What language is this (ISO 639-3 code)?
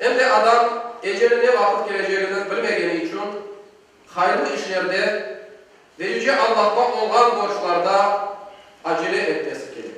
crh